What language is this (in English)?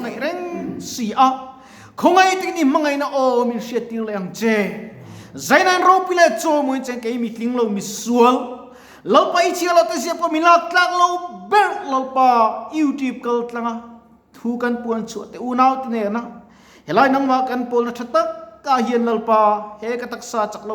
Mizo